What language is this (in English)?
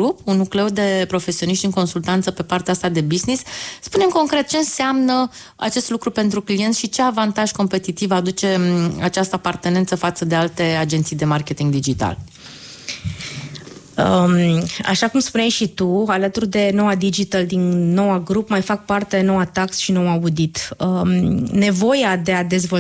Romanian